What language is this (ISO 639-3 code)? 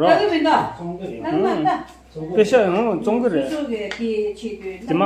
bod